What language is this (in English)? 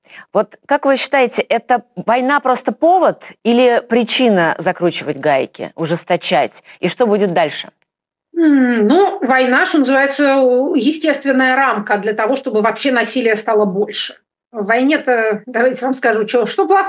Russian